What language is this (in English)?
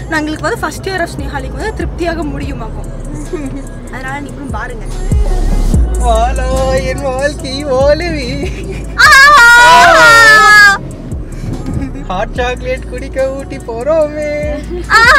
Tamil